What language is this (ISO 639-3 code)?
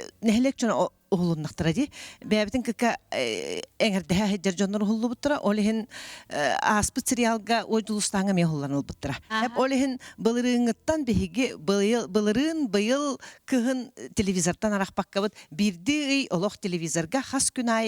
sah